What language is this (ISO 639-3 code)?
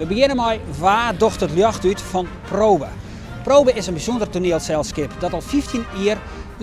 fry